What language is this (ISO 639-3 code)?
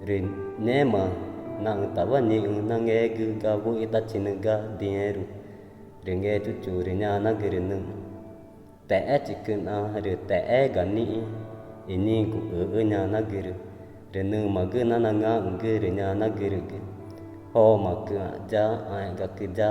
tca